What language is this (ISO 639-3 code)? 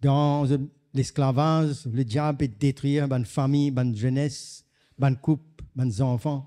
mfe